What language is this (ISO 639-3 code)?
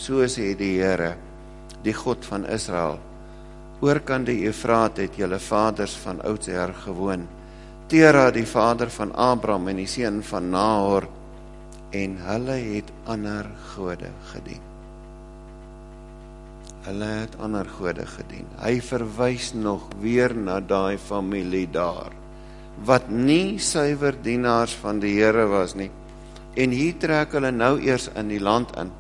afr